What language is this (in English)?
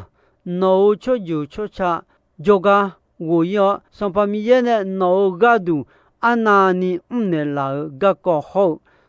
Akha